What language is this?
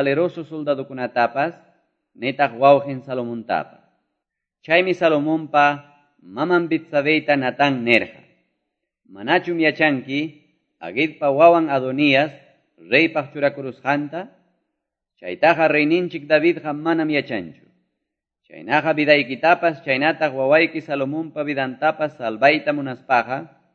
Quechua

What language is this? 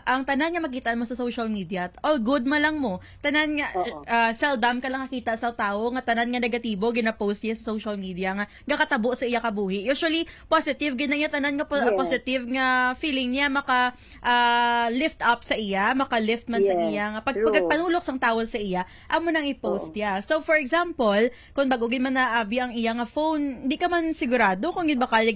Hiligaynon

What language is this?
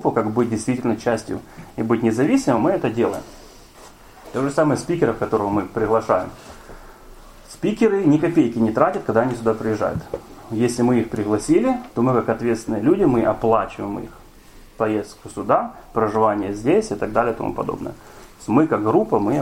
Russian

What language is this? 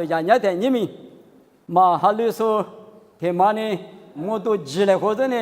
Lisu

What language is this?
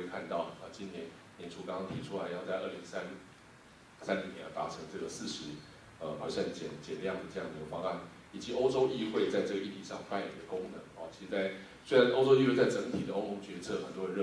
Chinese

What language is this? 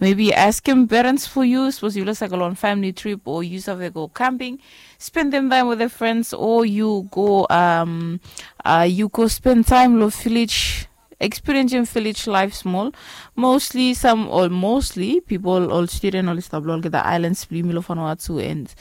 Bislama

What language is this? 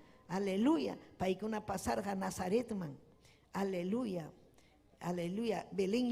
Ayacucho Quechua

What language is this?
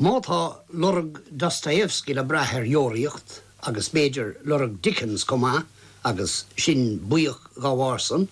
Irish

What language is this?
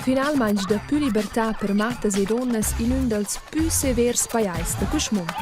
Romansh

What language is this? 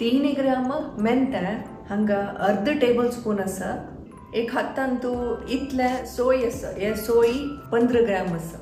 Konkani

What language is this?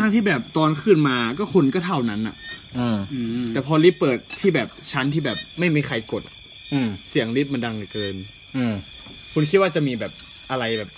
Thai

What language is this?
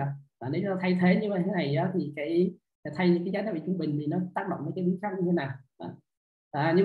Vietnamese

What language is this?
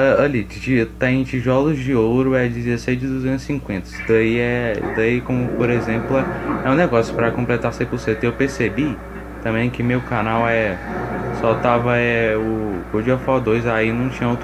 Portuguese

